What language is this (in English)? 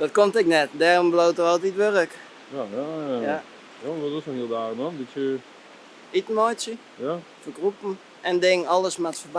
Western Frisian